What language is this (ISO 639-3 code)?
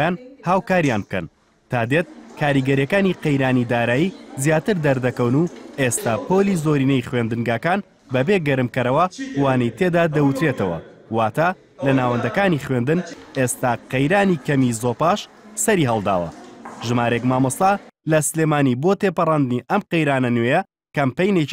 ckb